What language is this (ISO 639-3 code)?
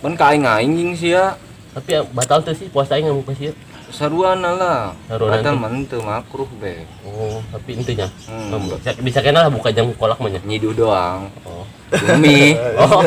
sun